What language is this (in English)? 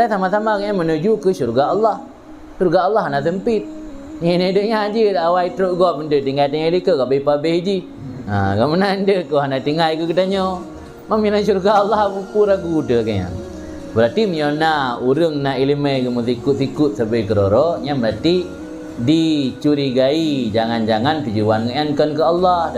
Achinese